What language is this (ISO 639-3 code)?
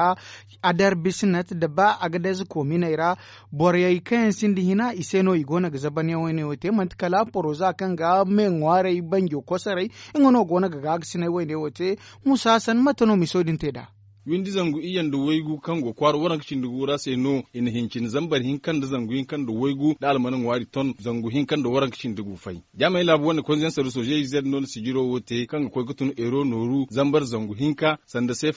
dje